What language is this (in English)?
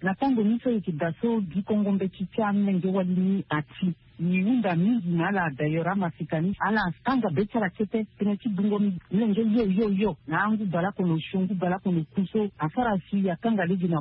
Sango